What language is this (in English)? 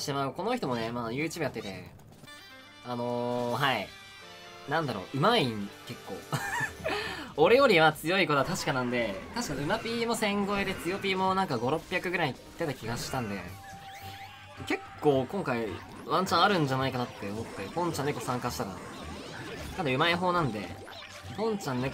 Japanese